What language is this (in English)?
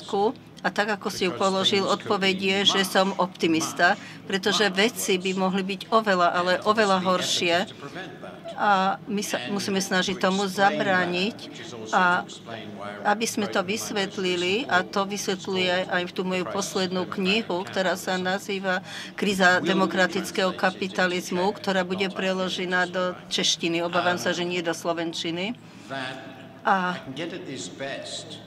Slovak